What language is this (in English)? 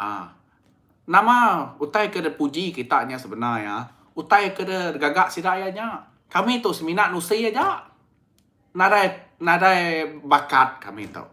Iban